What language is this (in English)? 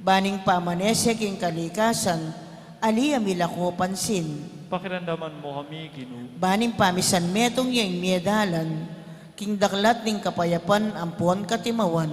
Pampanga